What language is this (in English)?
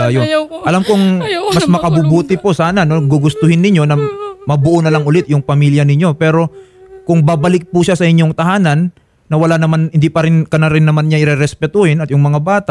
Filipino